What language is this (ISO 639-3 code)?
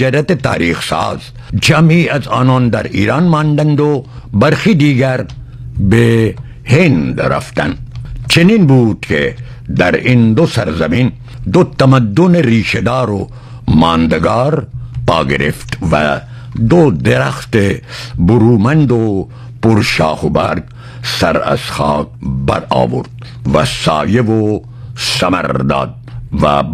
fas